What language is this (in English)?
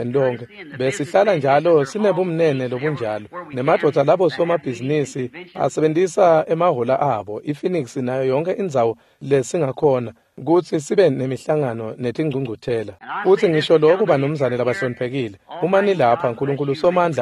Swati